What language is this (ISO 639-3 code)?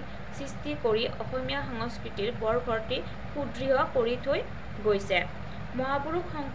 asm